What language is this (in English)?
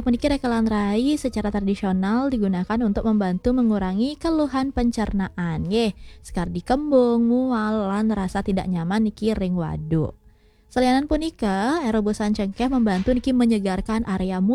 Balinese